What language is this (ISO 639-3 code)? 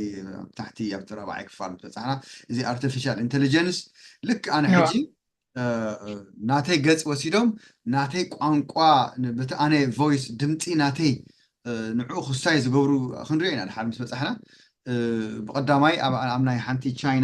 tir